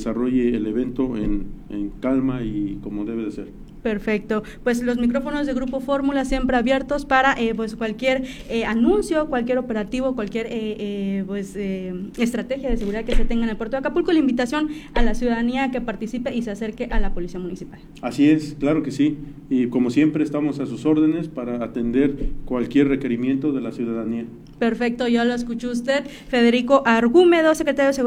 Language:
Spanish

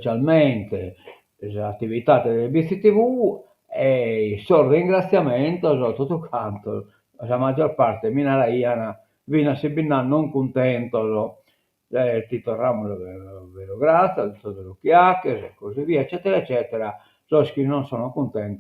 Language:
Sardinian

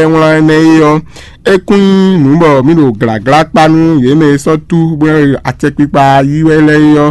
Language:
Fon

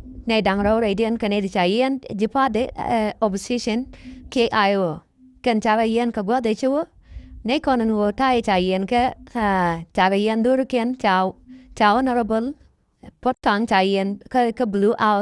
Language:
Nuer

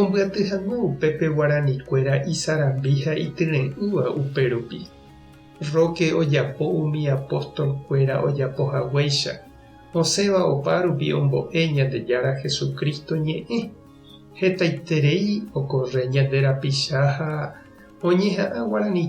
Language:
Guarani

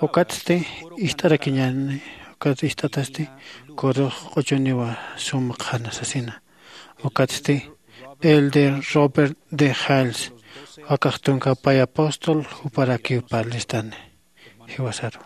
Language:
Aymara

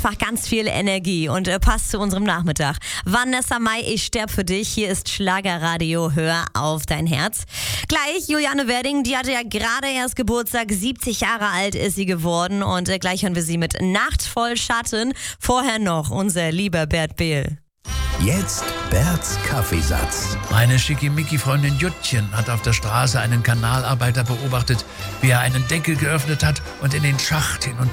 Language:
German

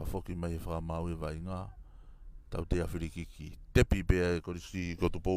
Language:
Tongan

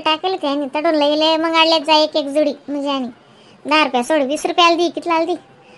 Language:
Khandesi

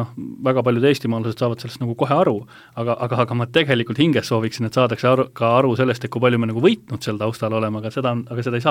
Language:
Estonian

